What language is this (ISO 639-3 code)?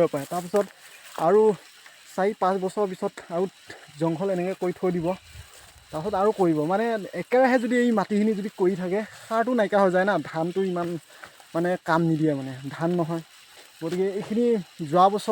asm